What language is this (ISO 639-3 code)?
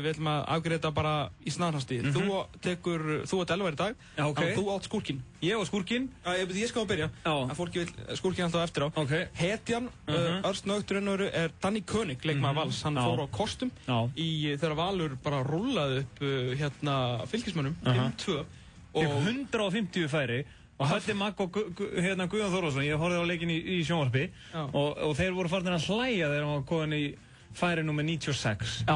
isl